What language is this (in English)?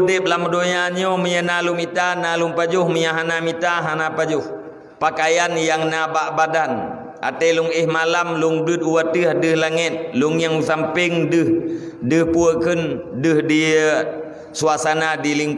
Achinese